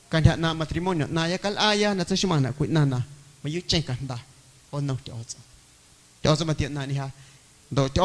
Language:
Guerrero Amuzgo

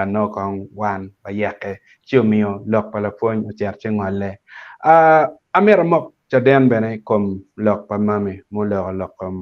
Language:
Acoli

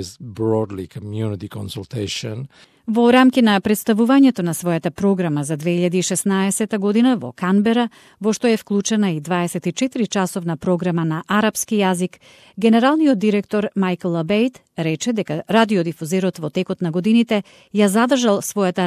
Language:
Macedonian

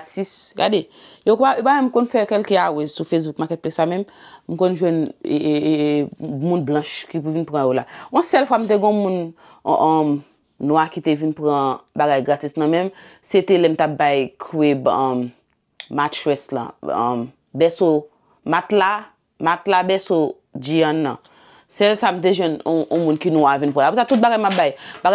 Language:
Haitian Creole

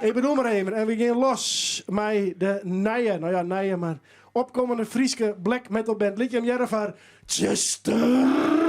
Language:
Western Frisian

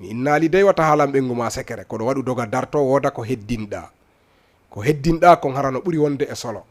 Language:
Fula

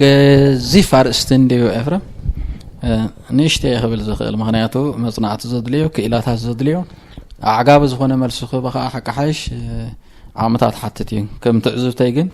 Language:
Tigrinya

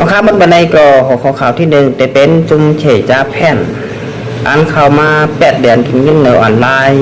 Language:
Shan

